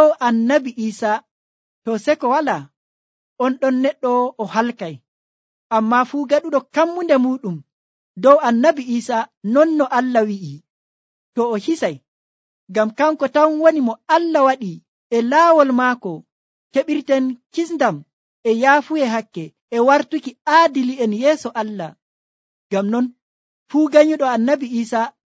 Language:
Nigerian Fulfulde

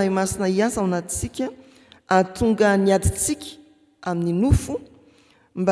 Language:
Malagasy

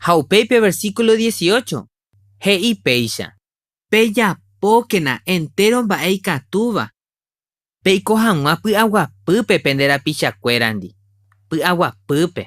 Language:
Guarani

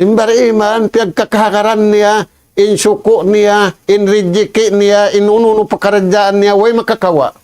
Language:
Tausug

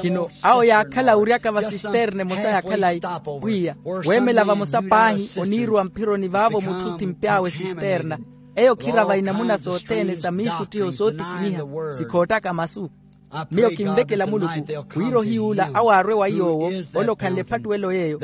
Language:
Makhuwa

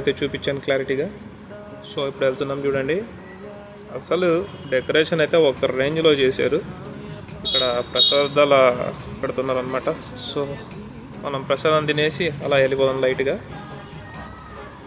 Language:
Telugu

